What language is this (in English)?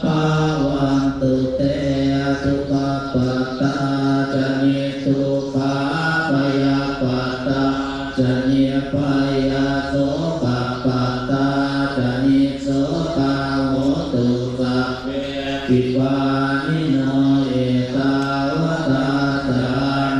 Pali